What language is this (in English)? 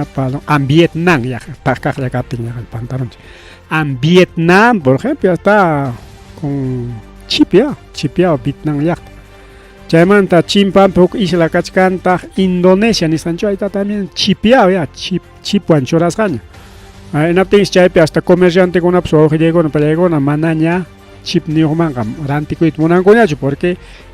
Ayacucho Quechua